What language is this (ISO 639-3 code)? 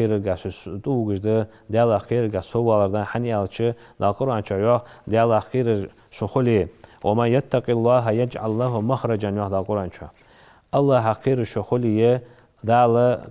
inh